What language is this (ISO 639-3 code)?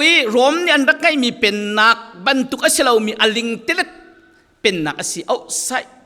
cfm